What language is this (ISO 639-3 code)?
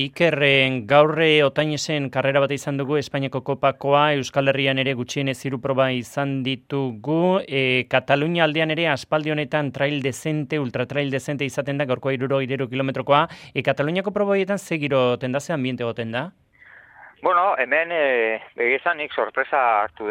eus